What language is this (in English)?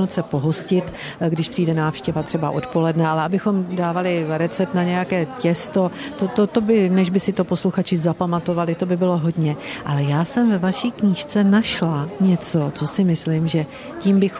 Czech